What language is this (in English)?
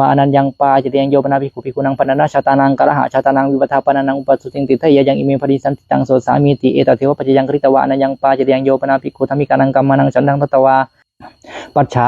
Pali